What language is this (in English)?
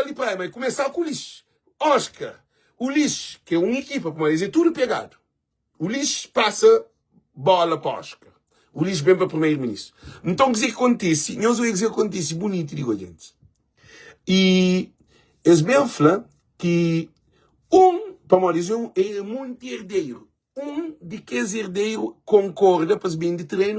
Kabuverdianu